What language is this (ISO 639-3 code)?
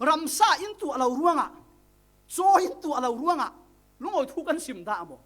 cfm